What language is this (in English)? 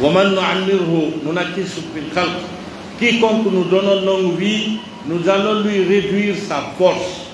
Pular